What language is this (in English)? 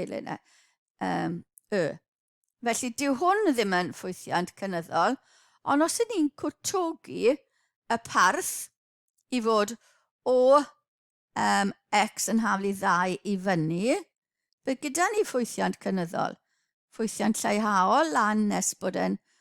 Welsh